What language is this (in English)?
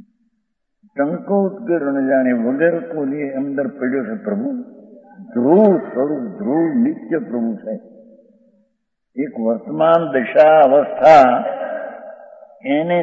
Gujarati